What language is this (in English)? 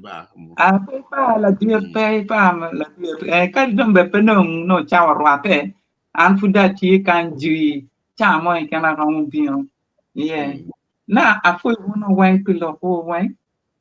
Acoli